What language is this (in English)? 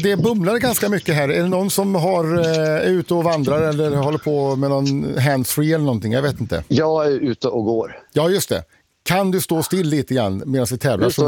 Swedish